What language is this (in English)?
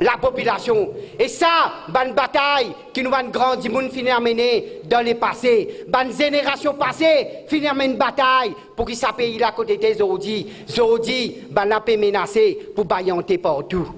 Morisyen